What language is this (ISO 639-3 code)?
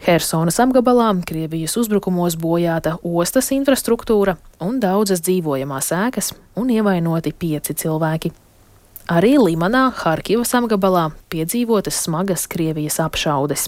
lav